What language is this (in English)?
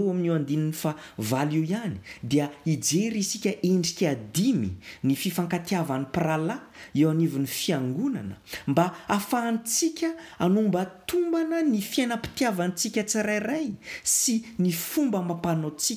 Malagasy